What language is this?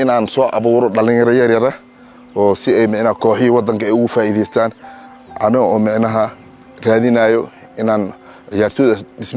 Somali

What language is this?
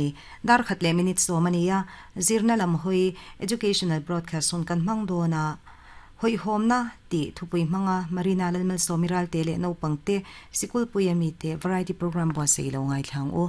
Mizo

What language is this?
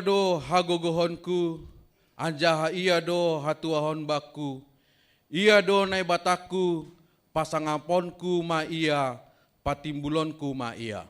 Batak Simalungun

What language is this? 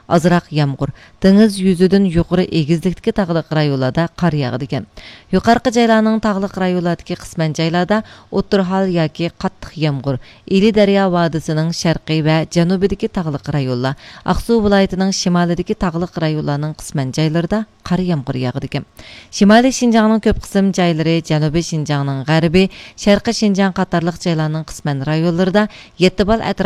Uyghur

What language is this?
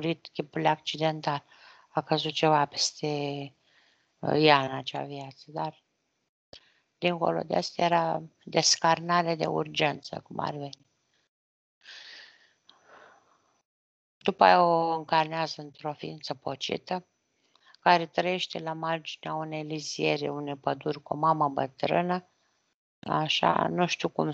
Romanian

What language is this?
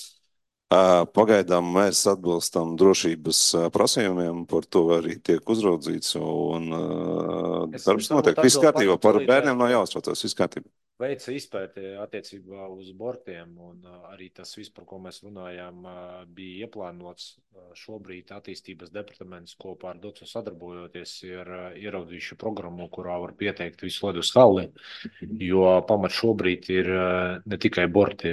Latvian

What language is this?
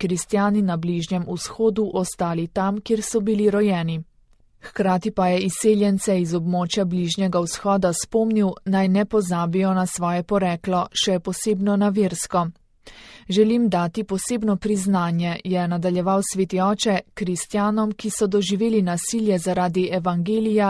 Slovenian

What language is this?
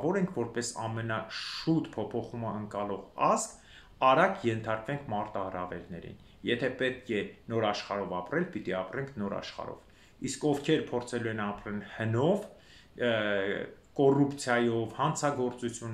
Armenian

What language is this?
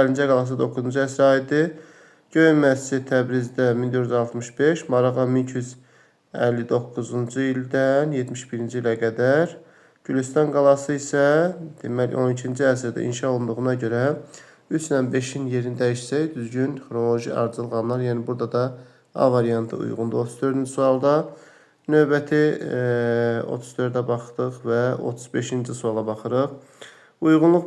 Azerbaijani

